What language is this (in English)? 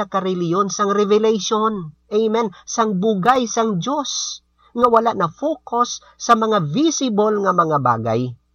Hiligaynon